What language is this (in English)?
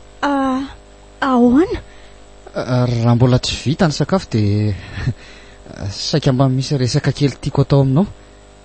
Malagasy